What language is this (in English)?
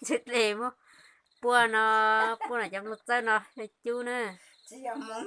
Hmong